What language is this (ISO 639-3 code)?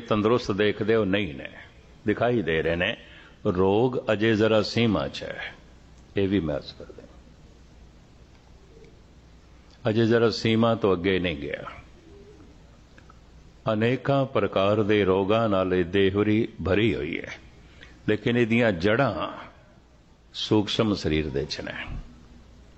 pan